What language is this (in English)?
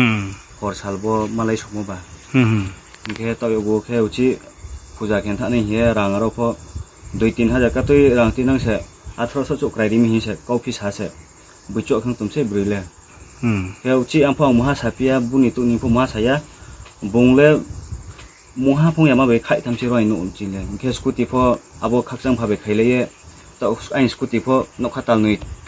Riang (India)